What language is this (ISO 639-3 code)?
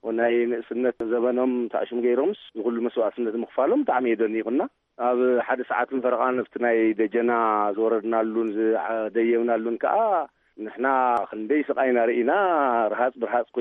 tir